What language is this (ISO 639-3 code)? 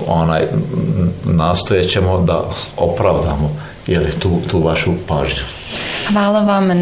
bos